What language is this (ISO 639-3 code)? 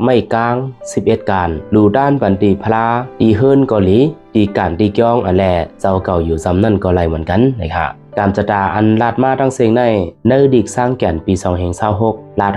shn